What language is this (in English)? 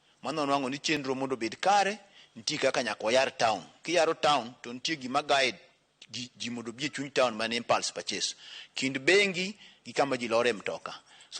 Luo (Kenya and Tanzania)